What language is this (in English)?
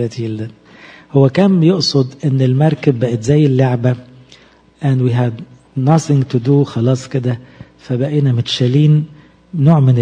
Egyptian Arabic